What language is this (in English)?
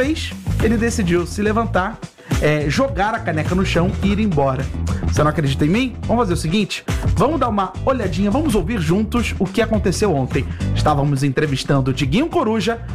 Portuguese